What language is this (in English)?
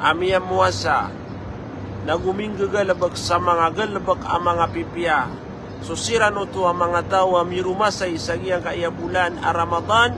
Maranao